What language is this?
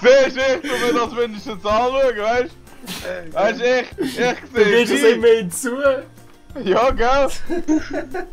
Swiss German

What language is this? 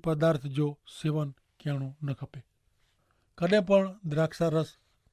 Kachhi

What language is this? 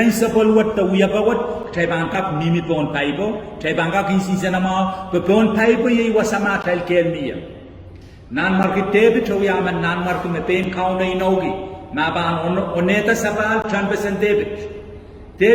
Pohnpeian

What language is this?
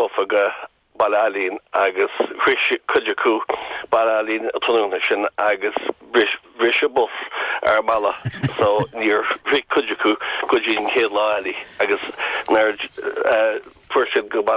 Irish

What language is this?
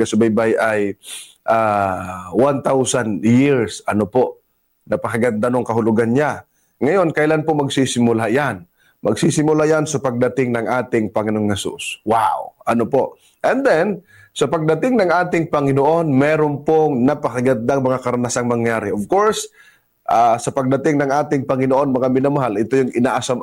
Filipino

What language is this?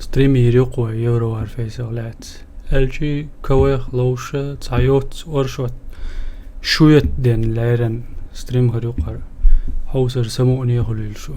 Chechen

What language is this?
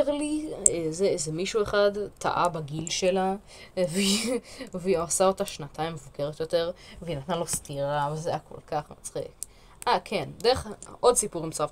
Hebrew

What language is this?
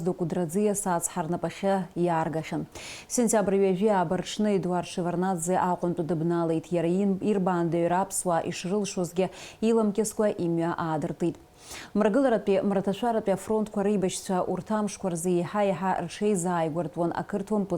Abkhazian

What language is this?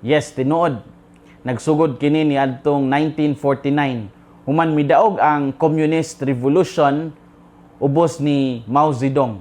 Cebuano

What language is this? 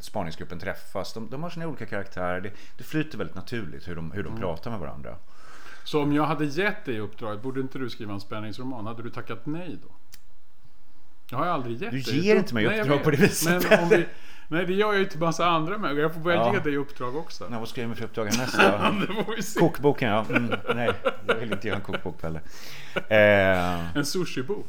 Swedish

